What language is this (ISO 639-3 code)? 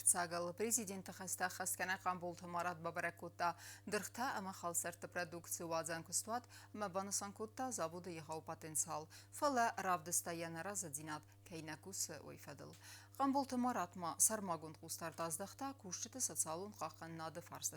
oss